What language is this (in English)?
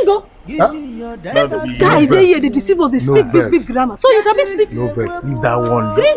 Nigerian Pidgin